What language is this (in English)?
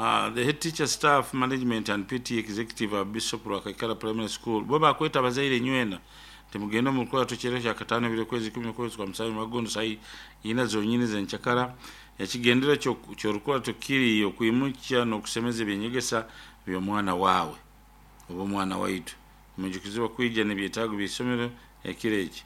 Nyoro